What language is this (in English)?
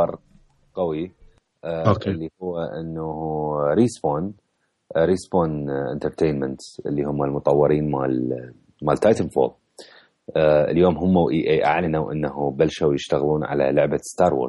Mesopotamian Arabic